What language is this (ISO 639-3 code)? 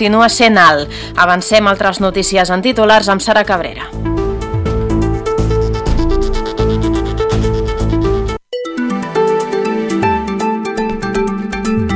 cat